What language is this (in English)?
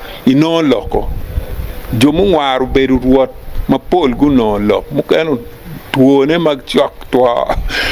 Acoli